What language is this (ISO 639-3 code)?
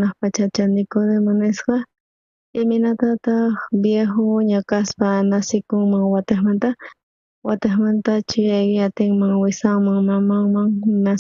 quh